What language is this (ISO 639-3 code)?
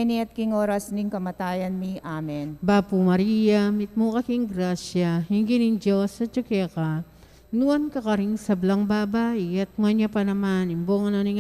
pam